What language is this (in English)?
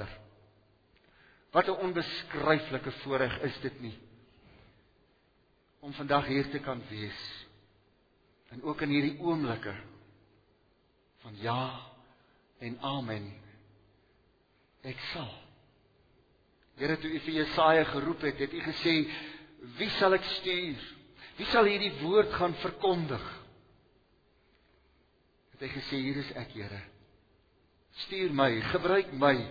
Afrikaans